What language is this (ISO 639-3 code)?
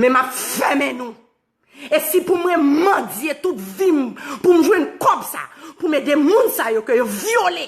hat